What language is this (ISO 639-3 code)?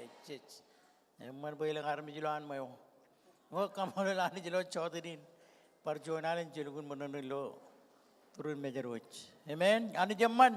mah